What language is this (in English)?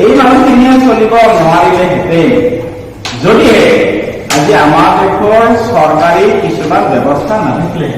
Assamese